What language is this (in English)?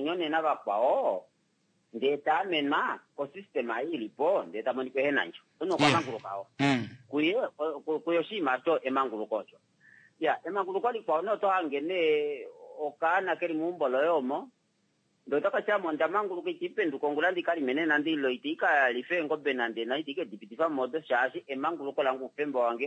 Kuanyama